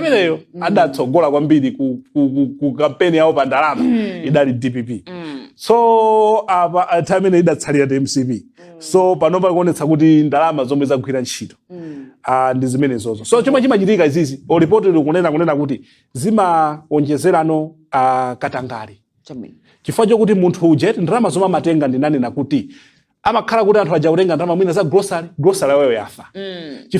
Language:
Nyanja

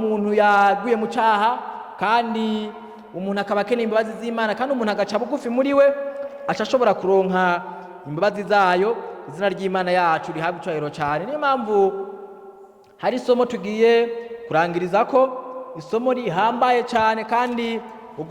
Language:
Rundi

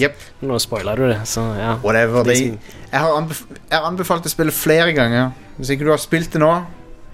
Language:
Norwegian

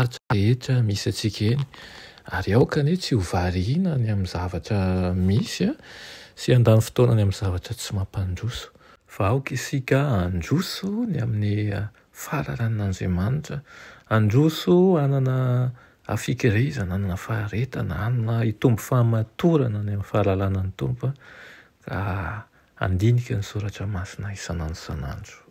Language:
Malagasy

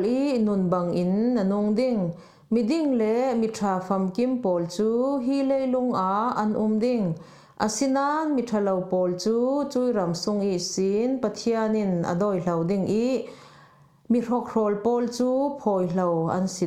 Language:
Falam Chin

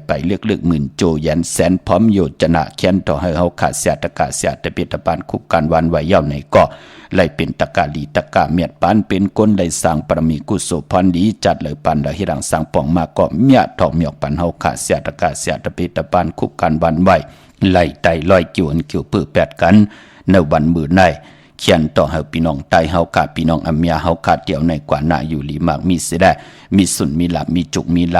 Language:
Shan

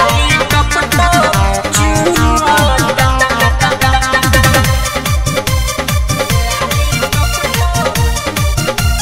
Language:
Bhojpuri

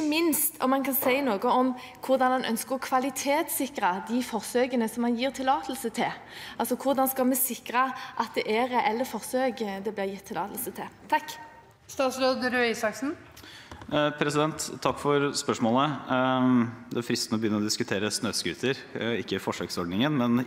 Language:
Norwegian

